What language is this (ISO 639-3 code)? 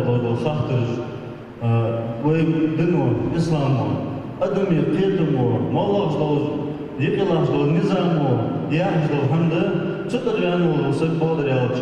inh